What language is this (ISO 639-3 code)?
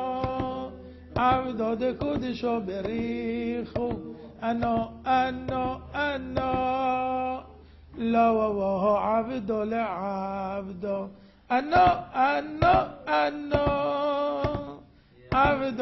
heb